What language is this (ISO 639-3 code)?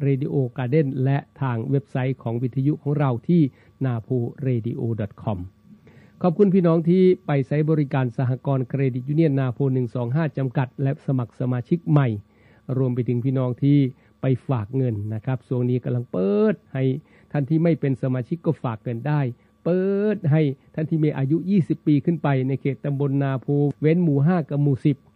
tha